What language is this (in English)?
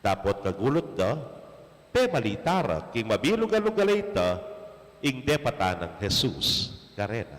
Pampanga